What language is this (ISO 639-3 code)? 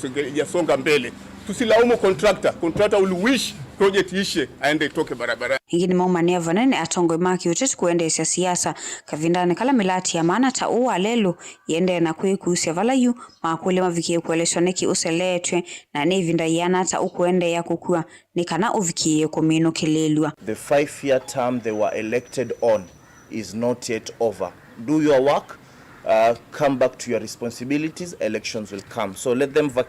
kam